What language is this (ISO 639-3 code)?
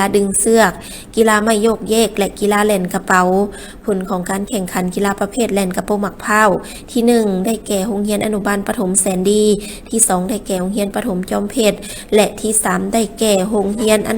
lao